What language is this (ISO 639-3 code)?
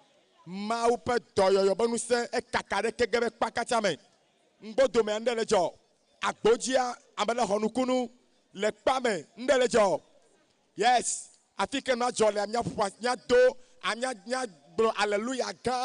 ewe